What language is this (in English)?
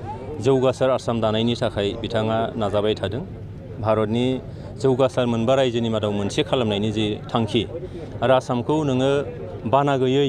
Bodo